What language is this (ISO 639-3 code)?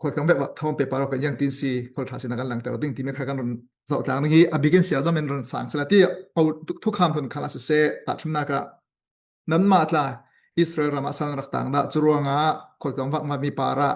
cfm